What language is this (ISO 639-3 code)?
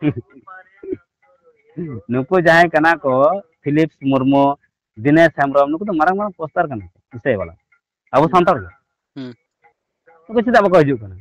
sat